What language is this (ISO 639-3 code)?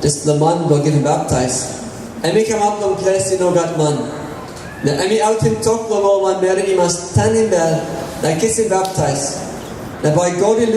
tpi